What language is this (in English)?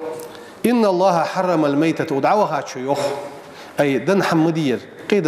Ingush